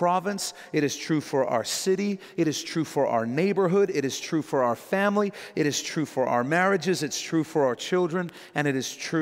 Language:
English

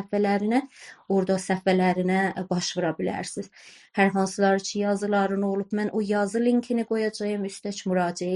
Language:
South Azerbaijani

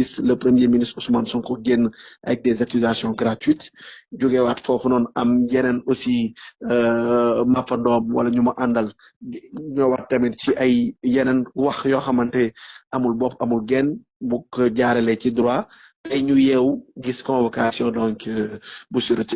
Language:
Wolof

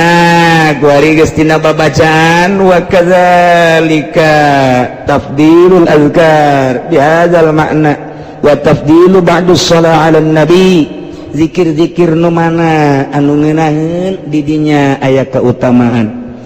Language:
Sundanese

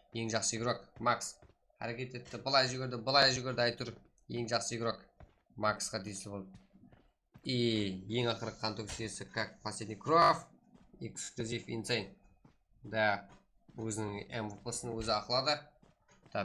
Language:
Kara-Kalpak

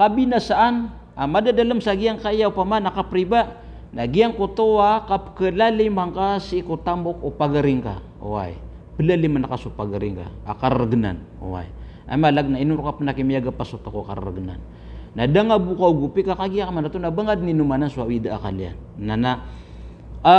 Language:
Maranao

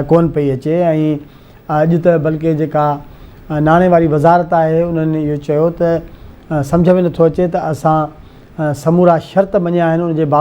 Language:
Sindhi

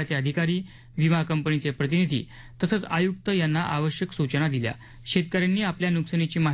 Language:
Marathi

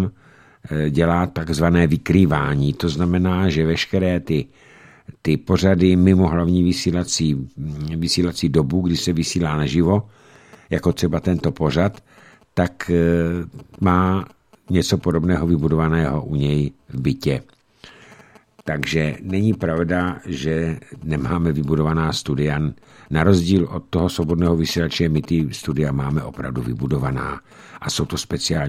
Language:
Czech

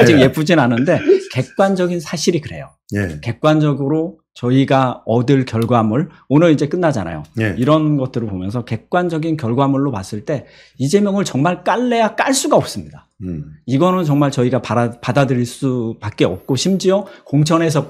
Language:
Korean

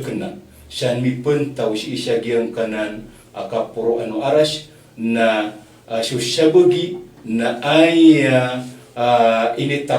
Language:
Maranao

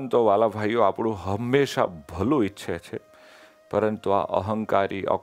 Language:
Gujarati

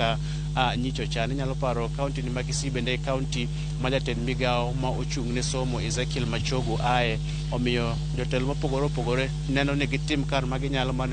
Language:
Luo (Kenya and Tanzania)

